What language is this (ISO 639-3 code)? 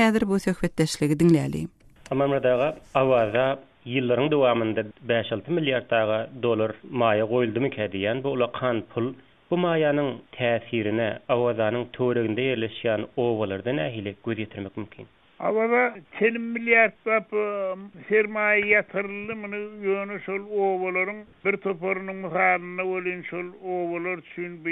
tuk